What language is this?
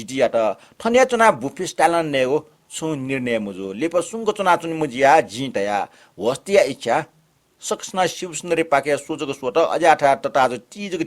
Newari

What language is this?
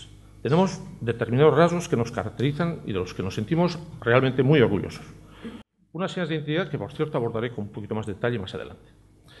Spanish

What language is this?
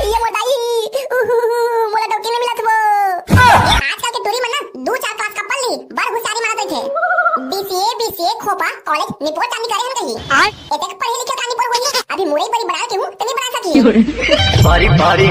Chhattisgarhi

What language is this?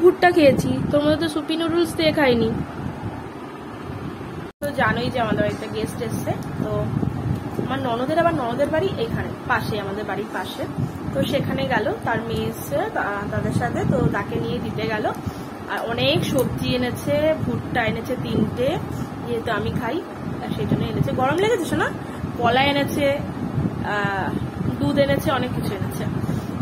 Bangla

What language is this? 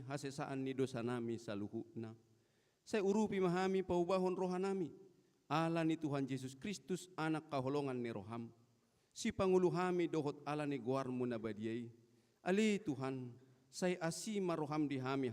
Batak Toba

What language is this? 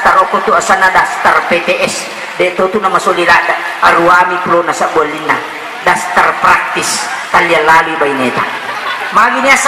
Buginese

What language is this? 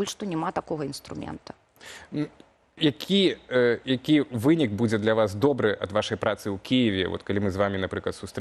Belarusian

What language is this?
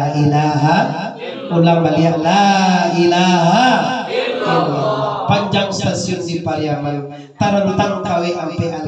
Minangkabau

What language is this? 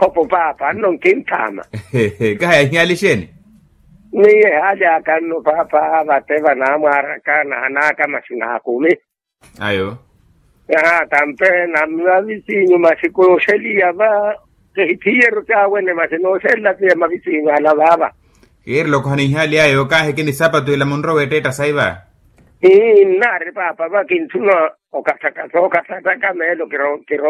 Makhuwa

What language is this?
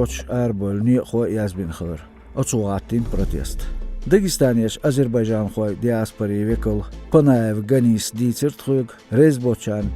Chechen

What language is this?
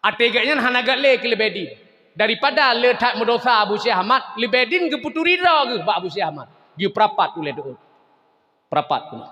Achinese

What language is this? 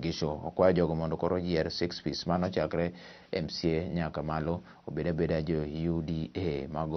Luo (Kenya and Tanzania)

